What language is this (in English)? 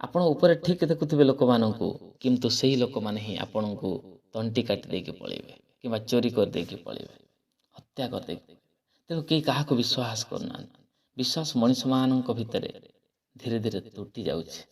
Odia